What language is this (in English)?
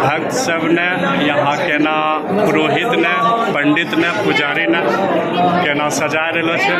Angika